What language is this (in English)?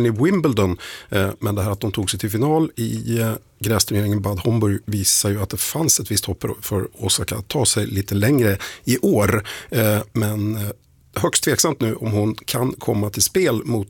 Swedish